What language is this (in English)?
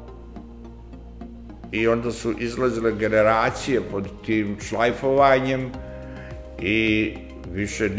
Serbian